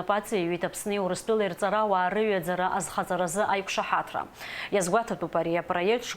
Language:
Abkhazian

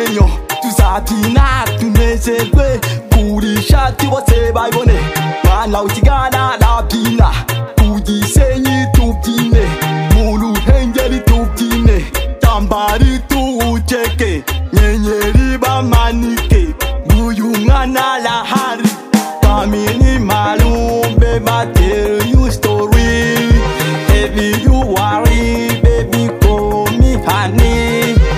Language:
Kinyarwanda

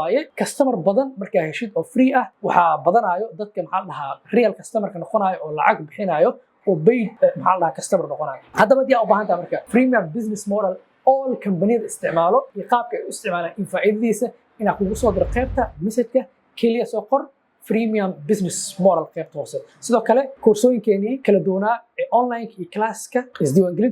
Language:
Somali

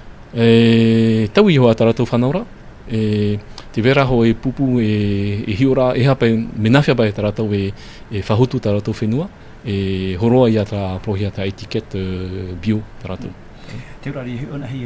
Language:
Tahitian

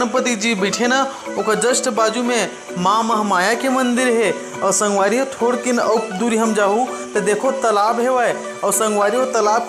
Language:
Chhattisgarhi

